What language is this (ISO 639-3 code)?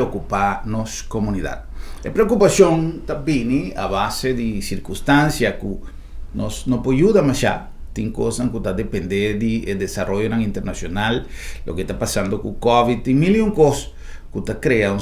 pap